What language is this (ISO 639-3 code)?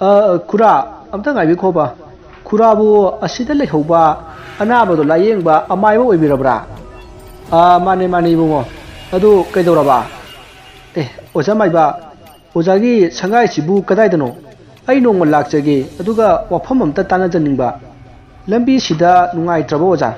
mni